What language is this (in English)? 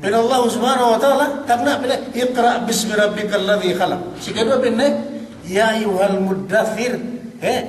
Yakan